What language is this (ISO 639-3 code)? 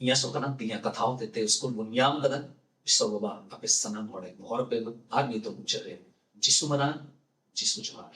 sat